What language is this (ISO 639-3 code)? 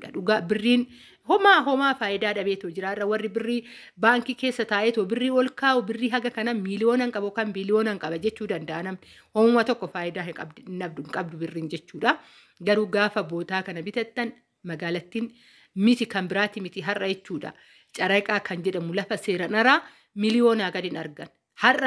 orm